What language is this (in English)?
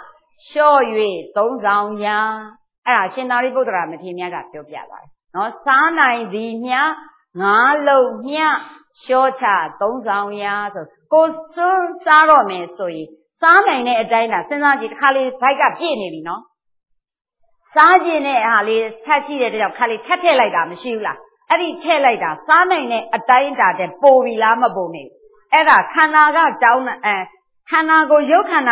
Burmese